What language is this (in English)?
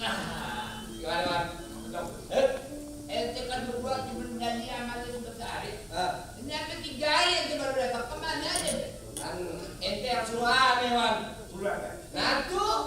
Betawi